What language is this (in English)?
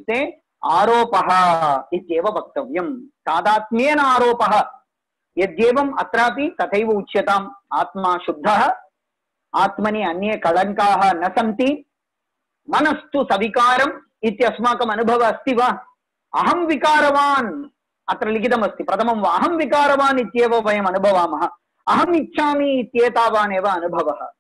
Sanskrit